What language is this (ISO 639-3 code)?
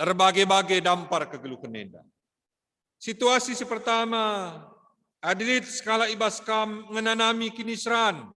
btx